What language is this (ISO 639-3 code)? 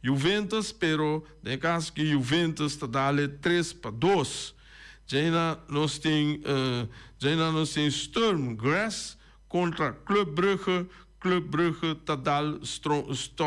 pap